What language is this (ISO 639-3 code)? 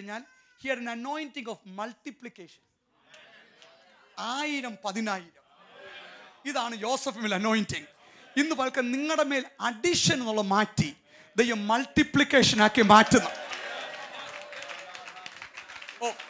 mal